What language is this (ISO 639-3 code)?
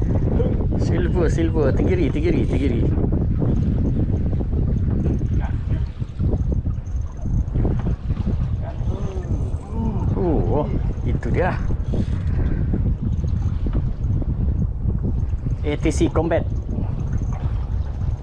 msa